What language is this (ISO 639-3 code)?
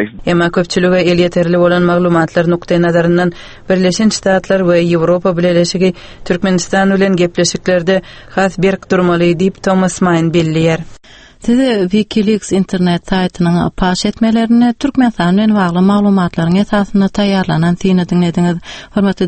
tuk